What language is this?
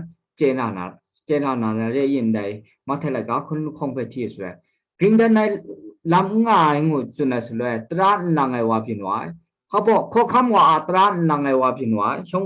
Kachin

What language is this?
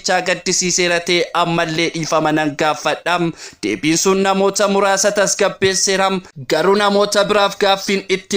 Oromo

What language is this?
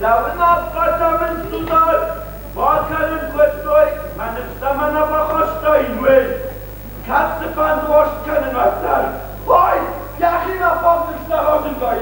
Ossetic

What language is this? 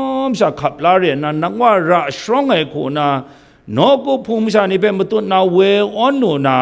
Kachin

